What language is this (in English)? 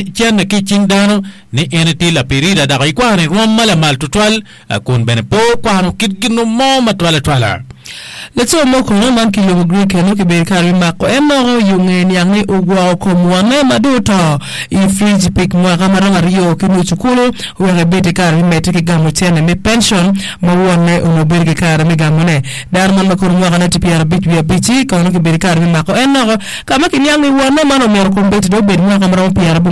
Acoli